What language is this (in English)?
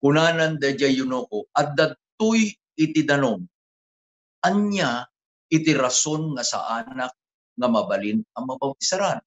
Iloko